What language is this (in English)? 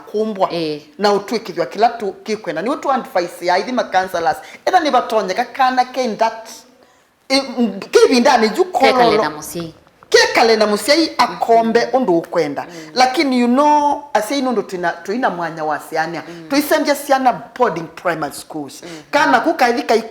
Kamba